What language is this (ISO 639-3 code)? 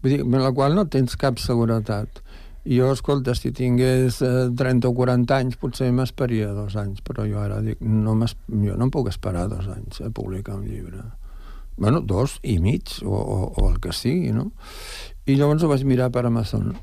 cat